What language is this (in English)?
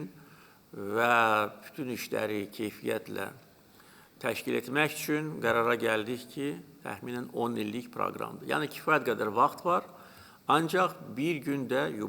Azerbaijani